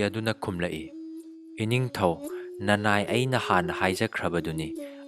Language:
Manipuri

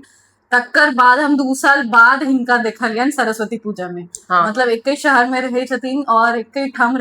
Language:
Maithili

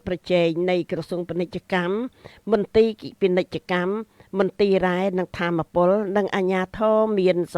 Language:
Khmer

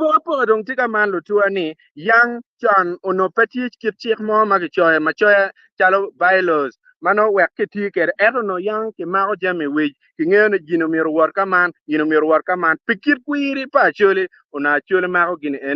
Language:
Acoli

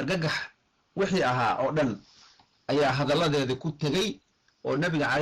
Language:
Somali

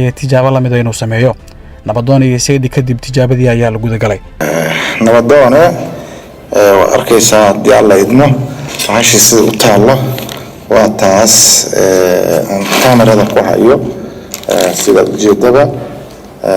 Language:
Somali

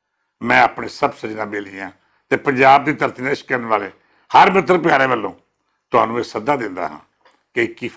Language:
Western Panjabi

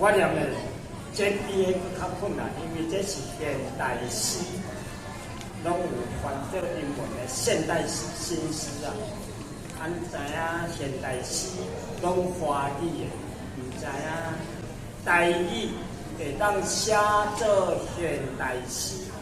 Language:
Min Nan Chinese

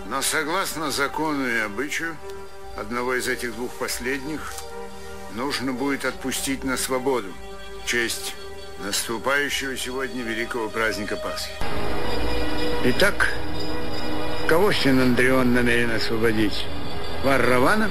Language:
Russian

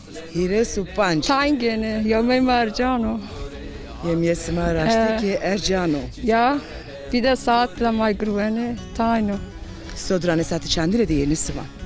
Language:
Zaza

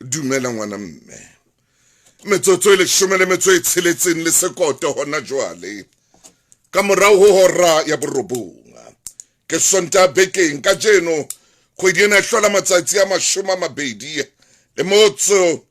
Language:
Southern Sotho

